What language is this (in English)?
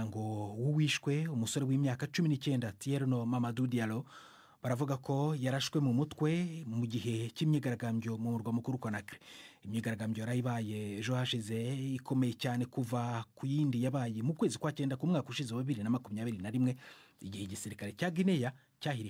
Kinyarwanda